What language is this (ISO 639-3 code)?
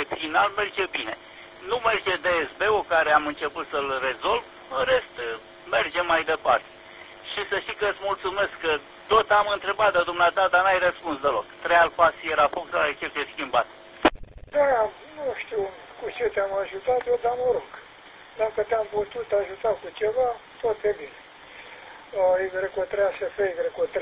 ron